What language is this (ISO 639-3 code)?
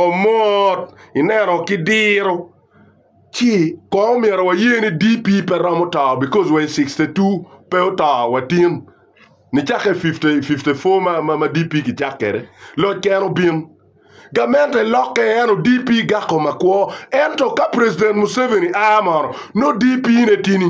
ach